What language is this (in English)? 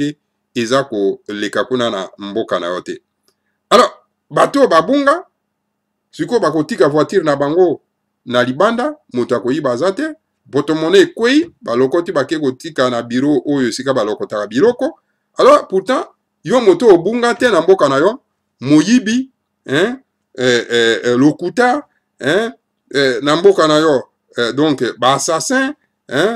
Lingala